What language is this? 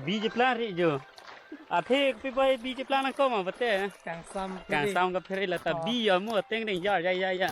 Karbi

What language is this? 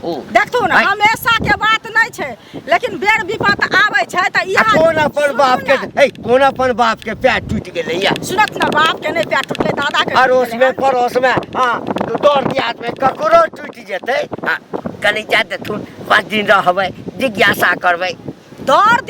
Maithili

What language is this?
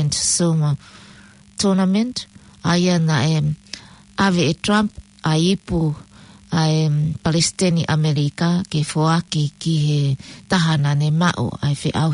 Tongan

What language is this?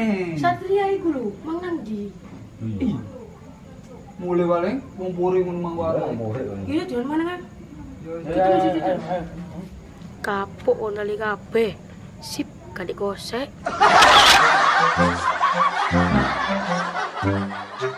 Javanese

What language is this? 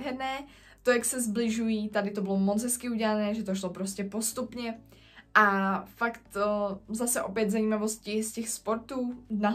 Czech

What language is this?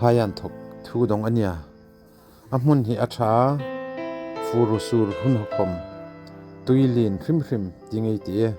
Hmar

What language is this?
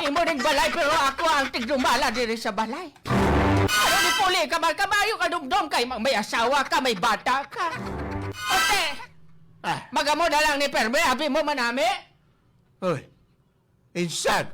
Hiligaynon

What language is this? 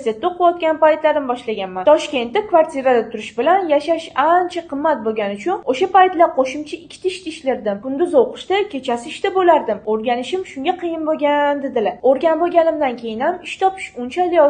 Uzbek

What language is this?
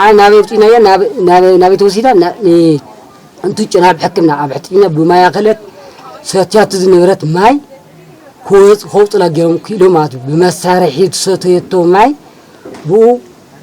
Tigrinya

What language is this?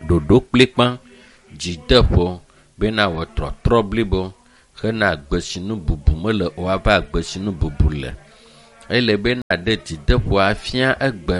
Ewe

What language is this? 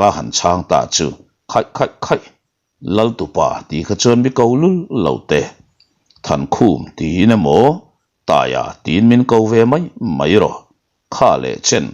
Mizo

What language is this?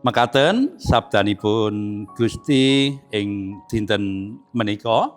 Javanese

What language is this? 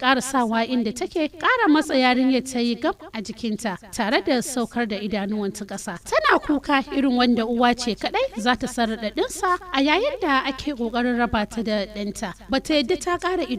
Hausa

